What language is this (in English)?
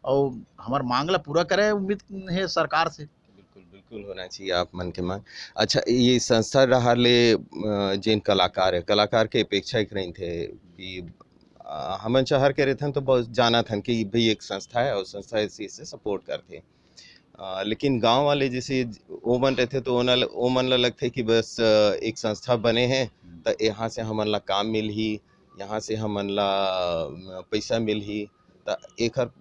Chhattisgarhi